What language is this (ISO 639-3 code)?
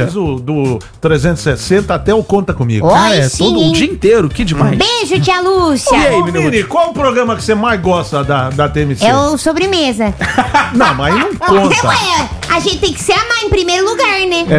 por